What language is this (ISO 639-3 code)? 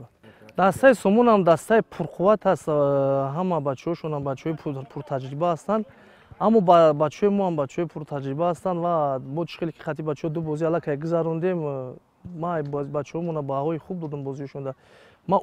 tgk